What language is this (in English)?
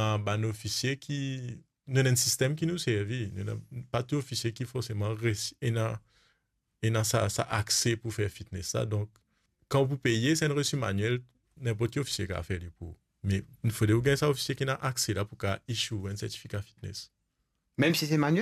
Morisyen